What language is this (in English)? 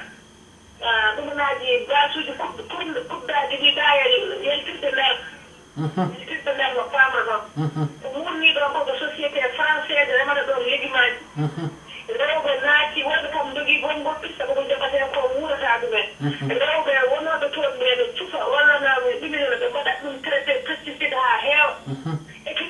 Fula